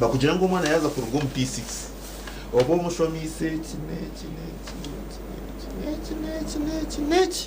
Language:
Nyankole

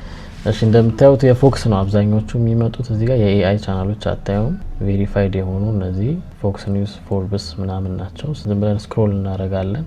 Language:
Amharic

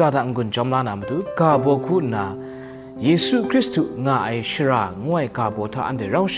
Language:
Kachin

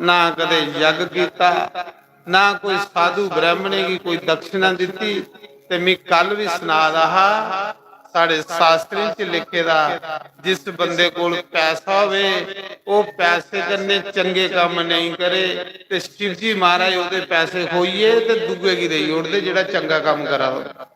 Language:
Dogri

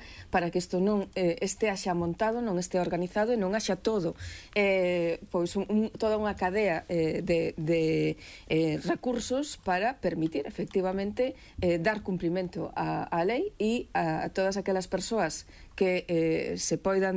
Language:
Galician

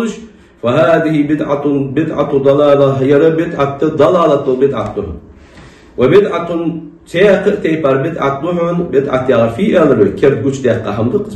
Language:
Ingush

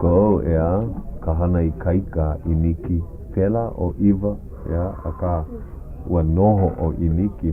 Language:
Hawaiian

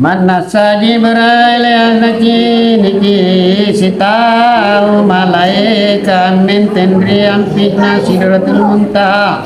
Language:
Makasar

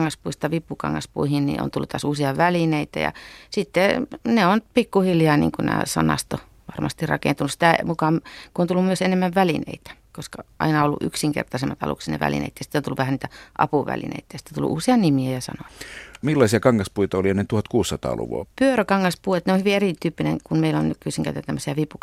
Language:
Finnish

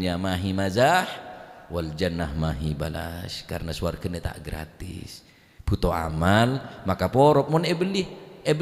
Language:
Madurese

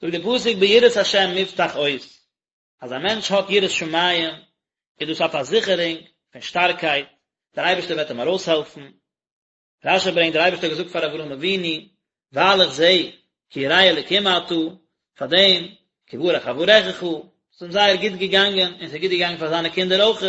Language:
Yiddish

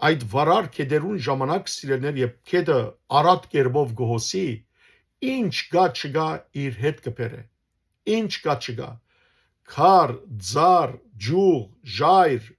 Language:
Western Armenian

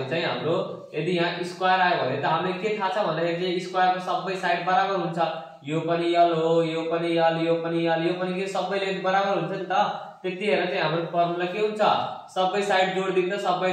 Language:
Nepali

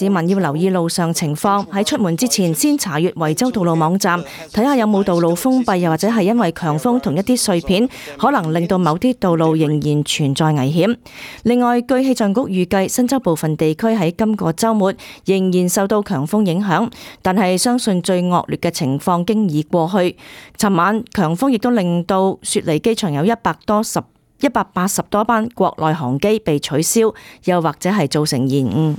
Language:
Cantonese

